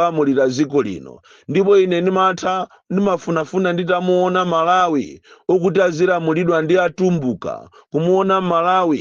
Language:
Nyanja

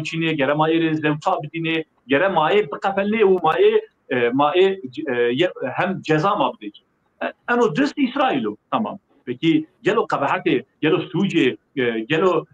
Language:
Zaza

